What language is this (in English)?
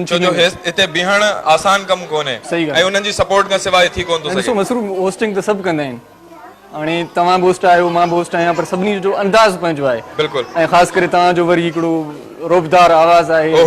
Sindhi